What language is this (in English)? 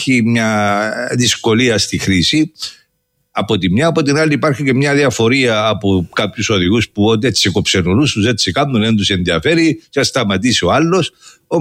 Greek